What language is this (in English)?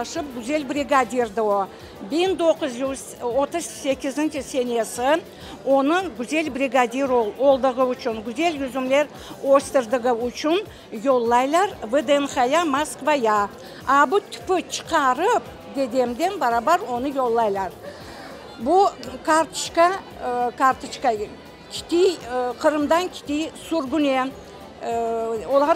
Crimean Tatar